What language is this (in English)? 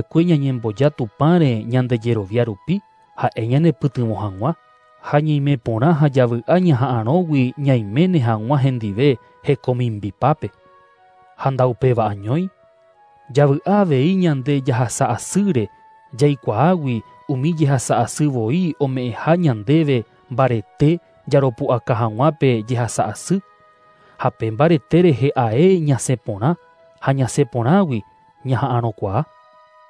Guarani